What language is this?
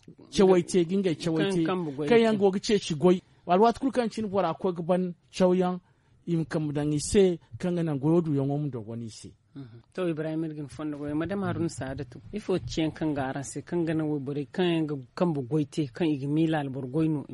Zarma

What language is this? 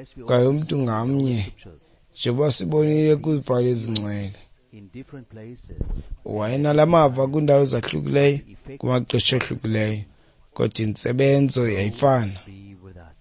Xhosa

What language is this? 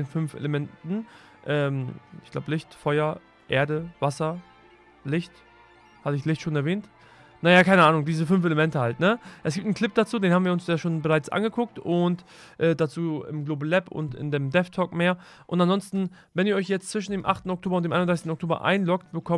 German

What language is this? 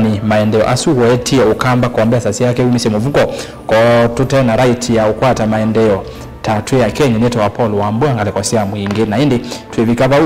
Kamba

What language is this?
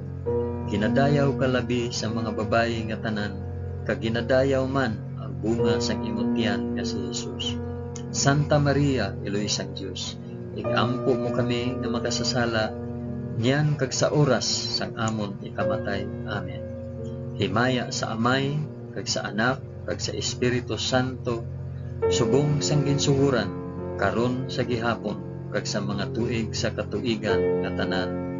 Hiligaynon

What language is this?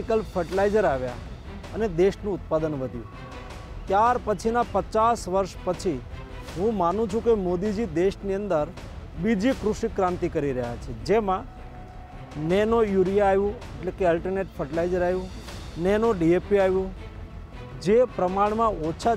Gujarati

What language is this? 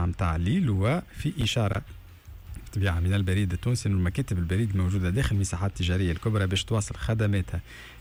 Tunisian Arabic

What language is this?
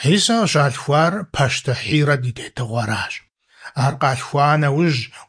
Kabardian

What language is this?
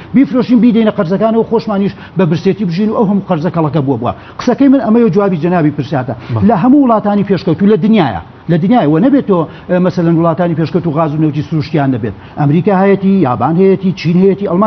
Central Kurdish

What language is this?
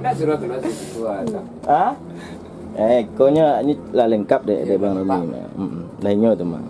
Minangkabau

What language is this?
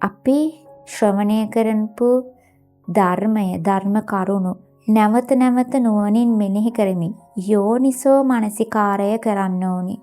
Sinhala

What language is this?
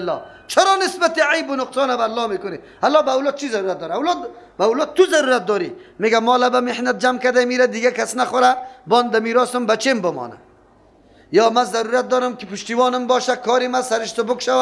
Persian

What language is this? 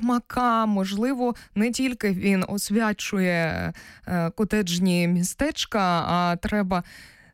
Ukrainian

